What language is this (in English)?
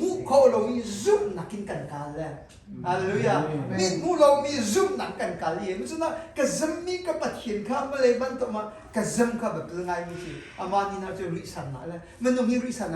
Hakha Chin